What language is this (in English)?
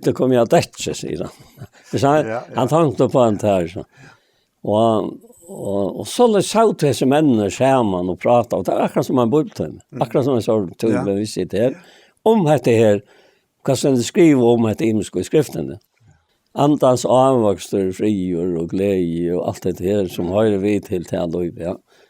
Faroese